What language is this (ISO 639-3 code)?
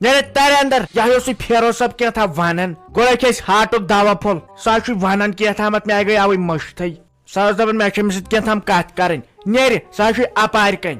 kas